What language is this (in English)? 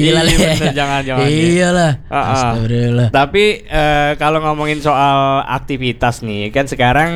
Indonesian